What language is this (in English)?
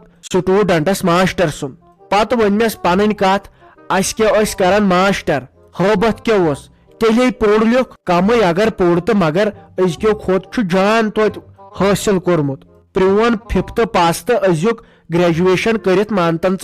Kashmiri